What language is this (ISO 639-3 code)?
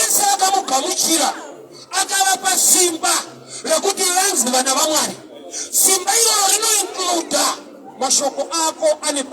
sna